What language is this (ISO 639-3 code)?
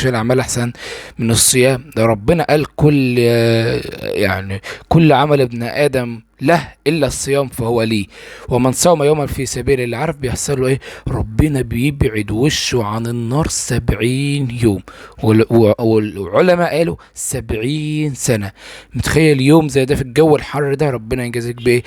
arz